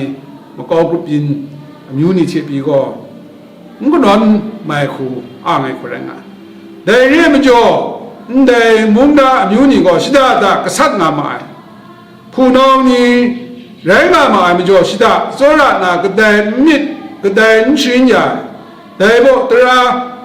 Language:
Kachin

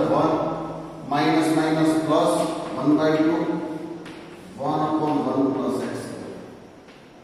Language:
Gujarati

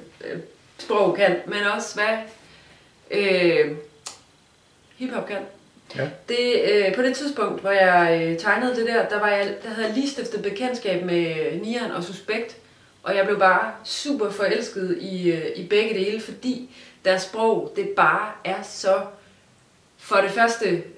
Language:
Danish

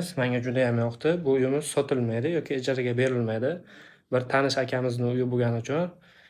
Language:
Uzbek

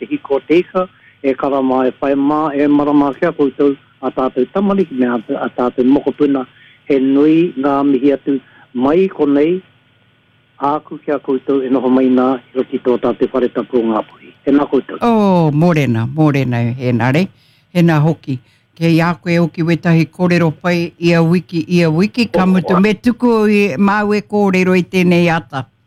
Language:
Māori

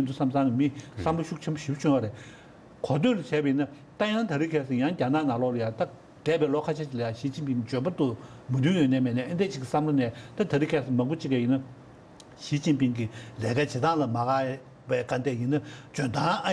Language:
Tibetan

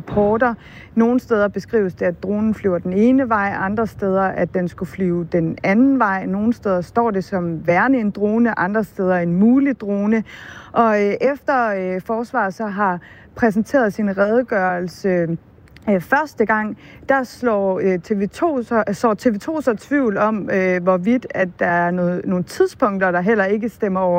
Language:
Danish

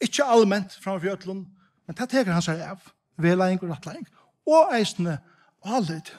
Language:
Faroese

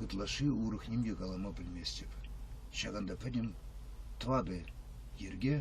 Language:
Chuvash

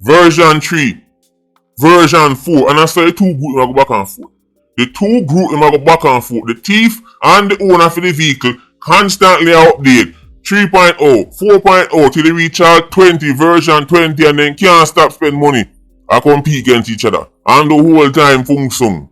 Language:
Jamaican Creole English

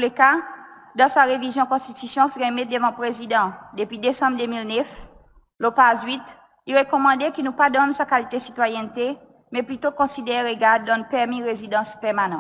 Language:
Seselwa Creole French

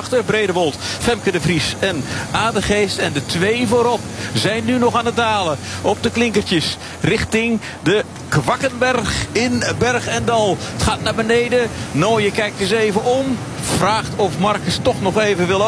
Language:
Dutch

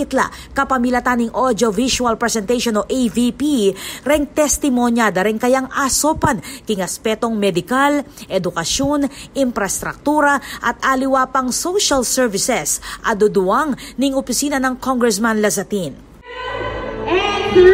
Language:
Pampanga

